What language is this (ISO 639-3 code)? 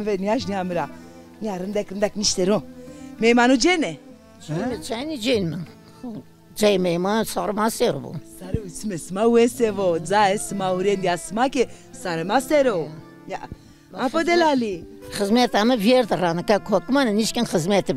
zza